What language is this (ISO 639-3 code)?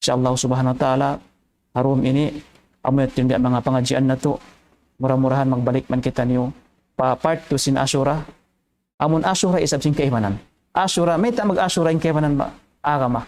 tsg